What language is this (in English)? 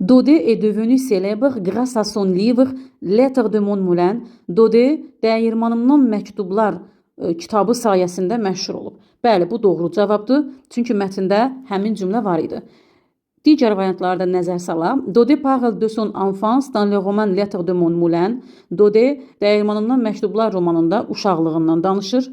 Azerbaijani